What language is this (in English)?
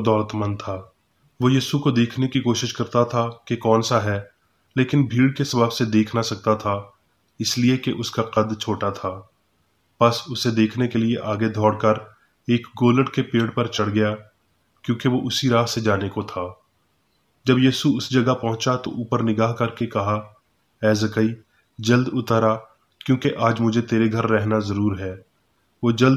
Urdu